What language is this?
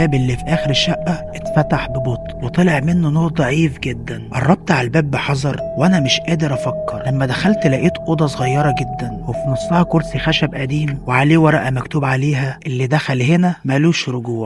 Egyptian Arabic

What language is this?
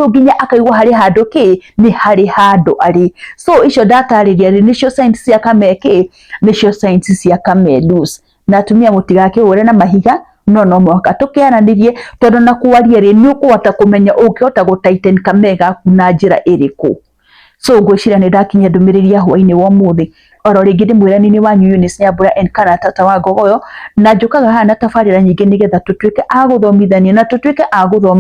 Kikuyu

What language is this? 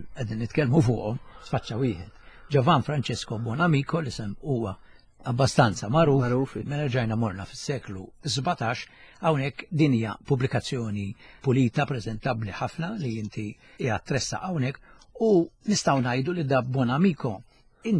Maltese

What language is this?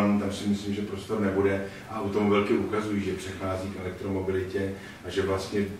Czech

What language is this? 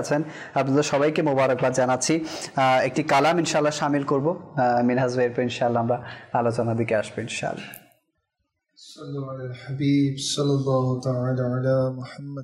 Bangla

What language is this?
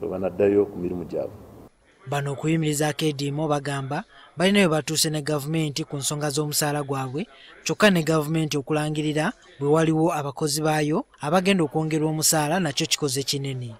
Ganda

